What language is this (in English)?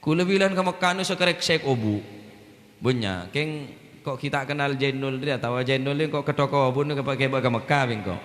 Madurese